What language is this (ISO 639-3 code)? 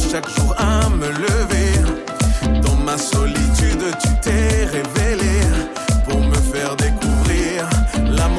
fra